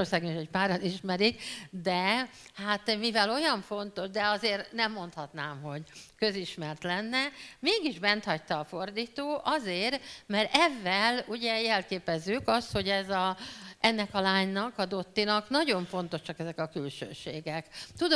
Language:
Hungarian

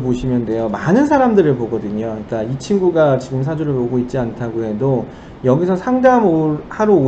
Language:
Korean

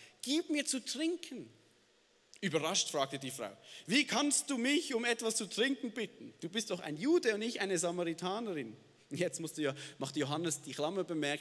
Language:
Swiss German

